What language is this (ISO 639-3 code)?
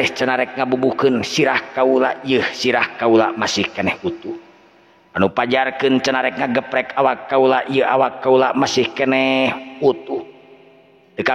sun